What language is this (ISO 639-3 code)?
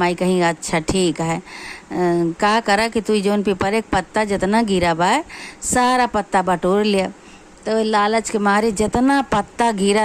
awa